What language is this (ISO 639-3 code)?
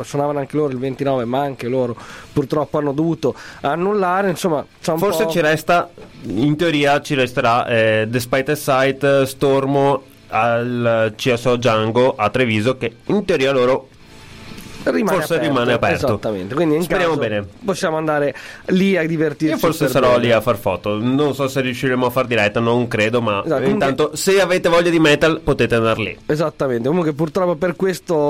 ita